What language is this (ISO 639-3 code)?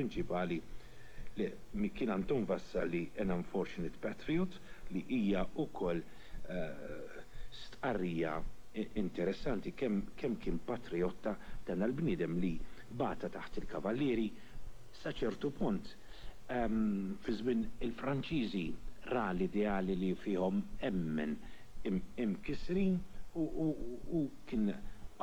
mlt